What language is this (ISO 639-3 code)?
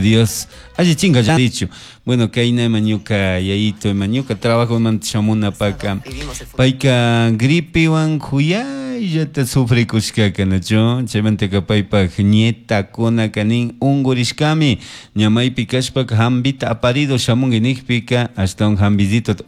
qug